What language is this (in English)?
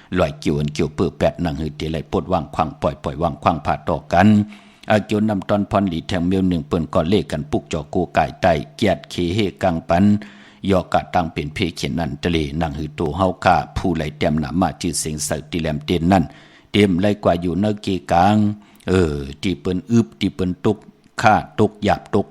Shan